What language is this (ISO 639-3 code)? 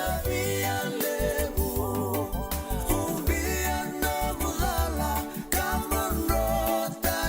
fij